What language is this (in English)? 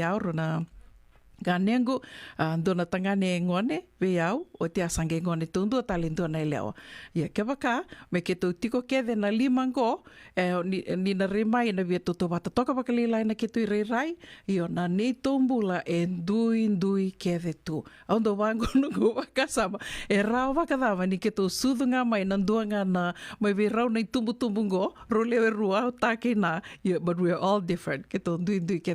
Fijian